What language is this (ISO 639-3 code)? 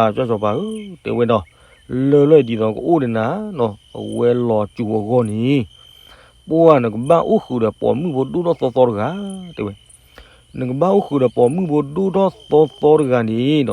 ksw